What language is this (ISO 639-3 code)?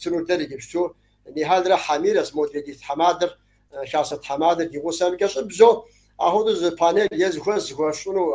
kbd